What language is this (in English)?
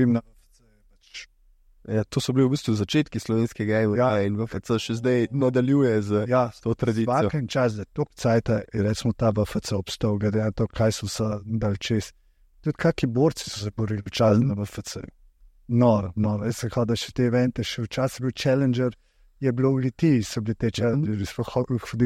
Slovenian